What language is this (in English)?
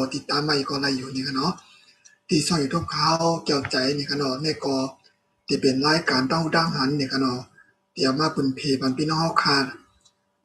Shan